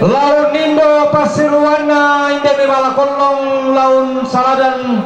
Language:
Toraja-Sa'dan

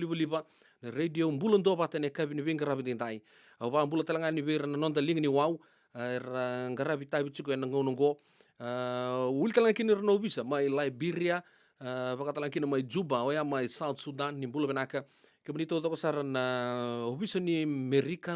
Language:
Fijian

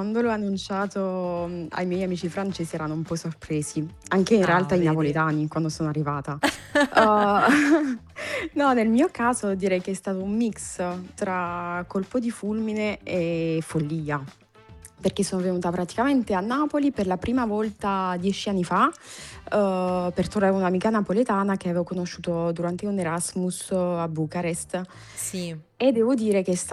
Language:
Italian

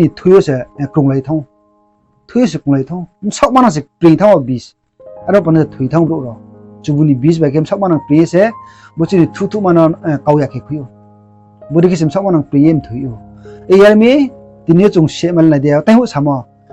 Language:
Riang (India)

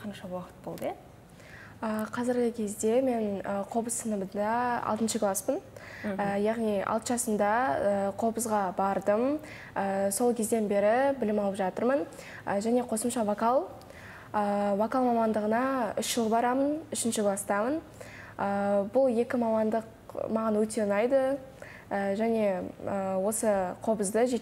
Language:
Kazakh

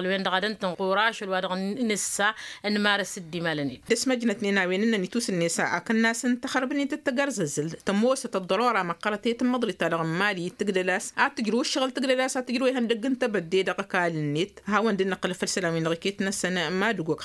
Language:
Tamasheq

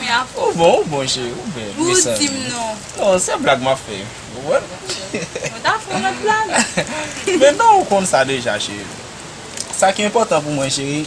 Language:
Haitian Creole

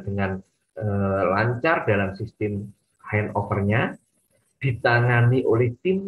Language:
Indonesian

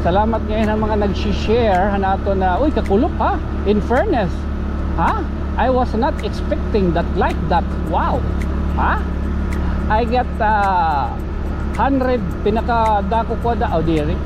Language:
Waray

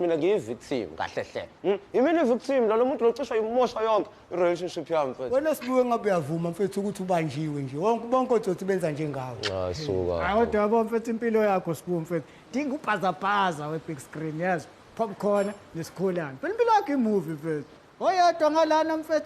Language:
Zulu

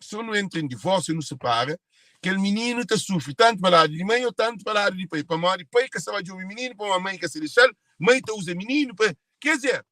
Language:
Kabuverdianu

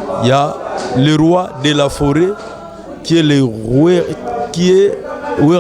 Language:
Lingala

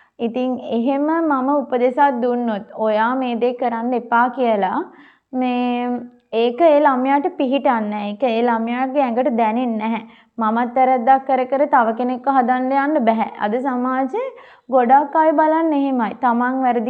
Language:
Sinhala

